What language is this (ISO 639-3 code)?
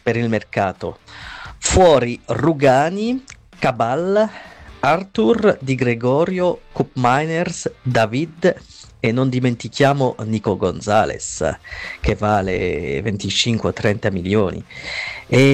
ita